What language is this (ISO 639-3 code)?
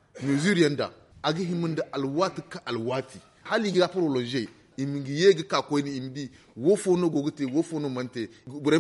dje